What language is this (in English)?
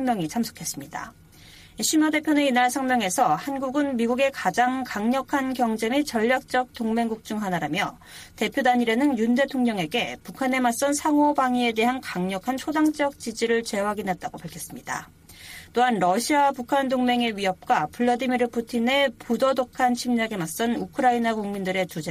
Korean